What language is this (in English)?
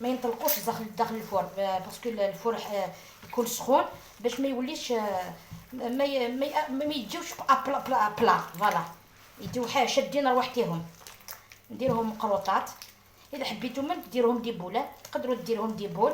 Algerian Arabic